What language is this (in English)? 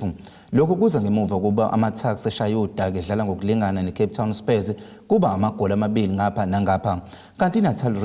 Zulu